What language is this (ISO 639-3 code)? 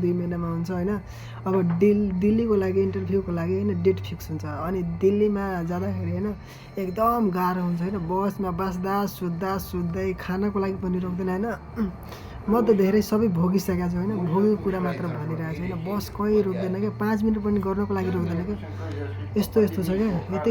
nep